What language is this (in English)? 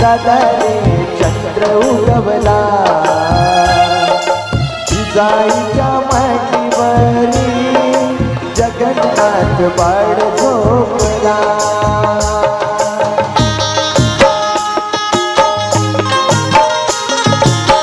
Marathi